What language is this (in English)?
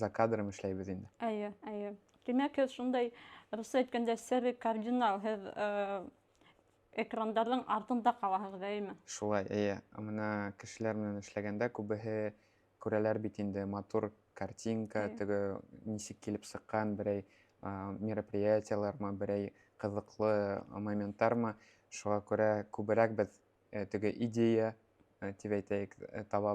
Bashkir